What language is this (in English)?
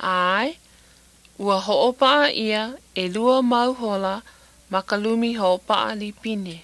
Hawaiian